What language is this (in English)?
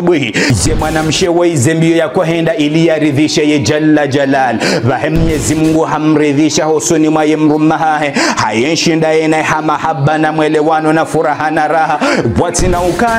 Ngazidja Comorian